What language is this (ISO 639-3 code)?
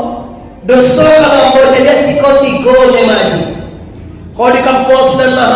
min